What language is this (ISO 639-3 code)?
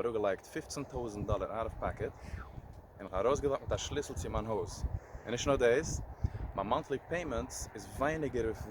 yid